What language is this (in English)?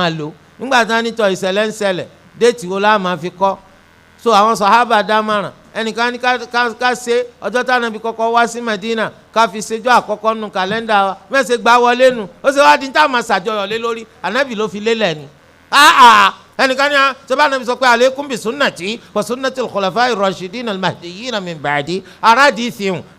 Yoruba